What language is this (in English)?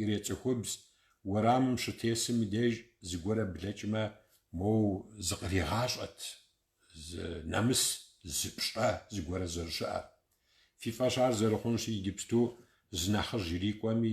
Kabardian